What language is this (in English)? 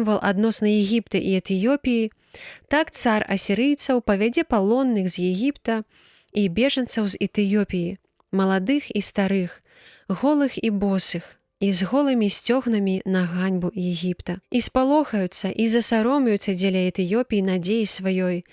Belarusian